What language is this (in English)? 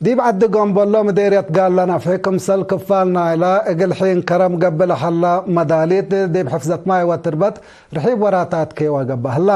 Tigre